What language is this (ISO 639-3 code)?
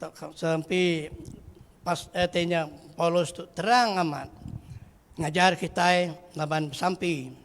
iba